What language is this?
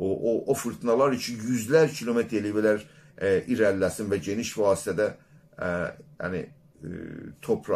South Azerbaijani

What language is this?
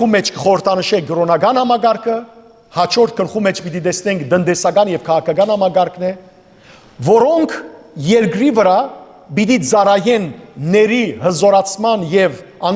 Western Armenian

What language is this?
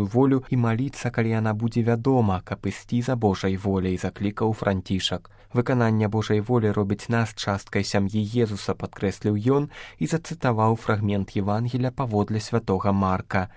Belarusian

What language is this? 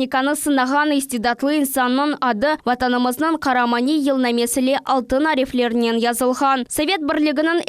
Crimean Tatar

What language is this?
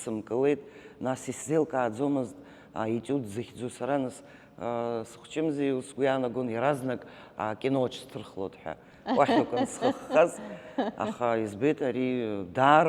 Abkhazian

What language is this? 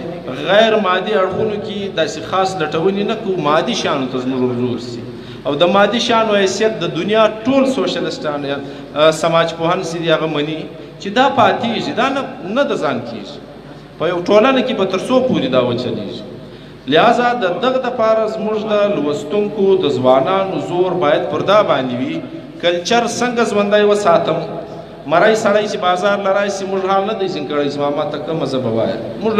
Pashto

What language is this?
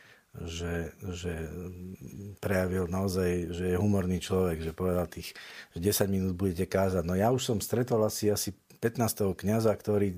Slovak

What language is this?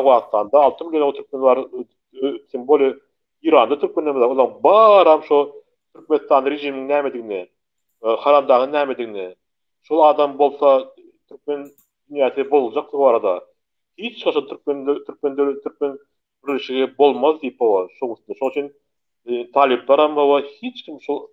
Turkmen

